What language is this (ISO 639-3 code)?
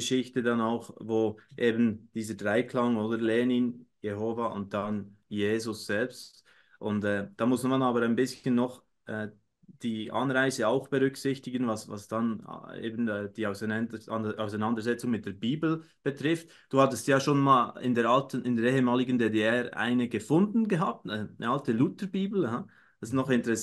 gsw